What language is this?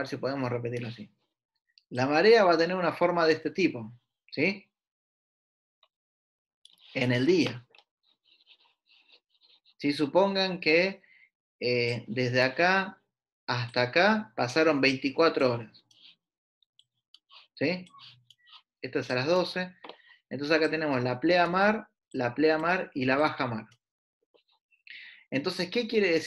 Spanish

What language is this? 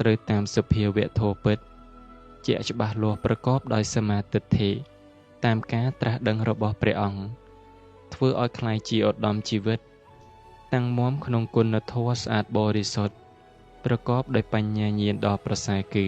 Khmer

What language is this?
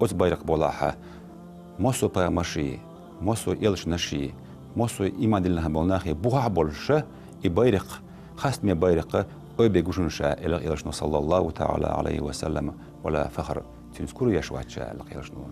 Chechen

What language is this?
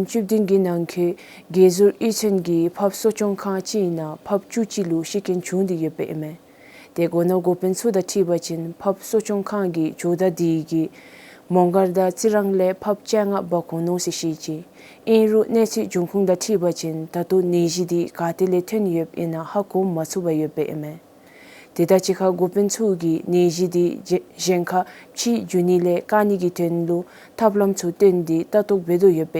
Dzongkha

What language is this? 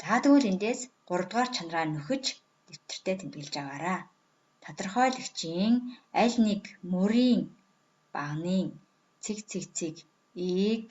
Mongolian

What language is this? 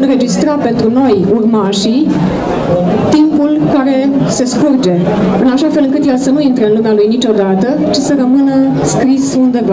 Romanian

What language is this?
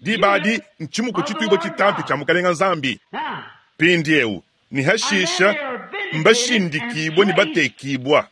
Luba-Lulua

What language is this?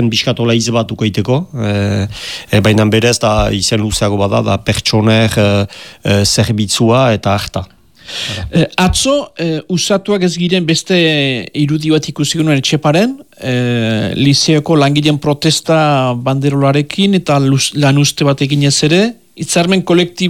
Basque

